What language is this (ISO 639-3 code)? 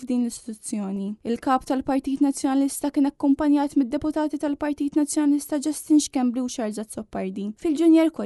mlt